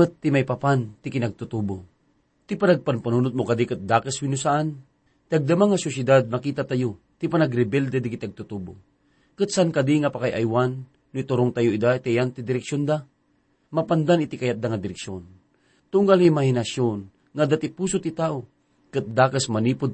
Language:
Iloko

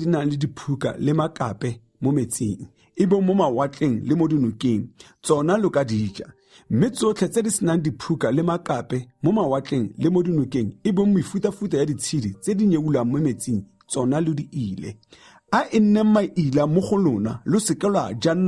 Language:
Tswana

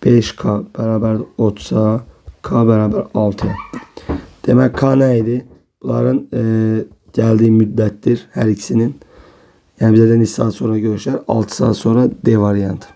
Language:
Azerbaijani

